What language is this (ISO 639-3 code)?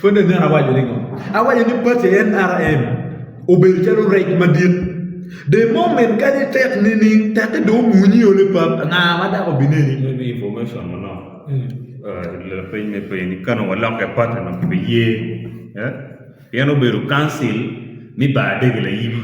ach